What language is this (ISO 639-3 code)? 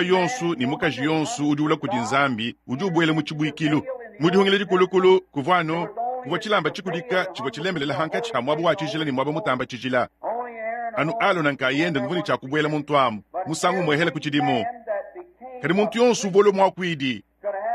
lua